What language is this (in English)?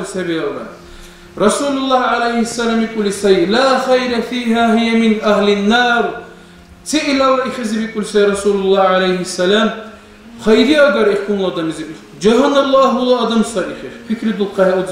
Dargwa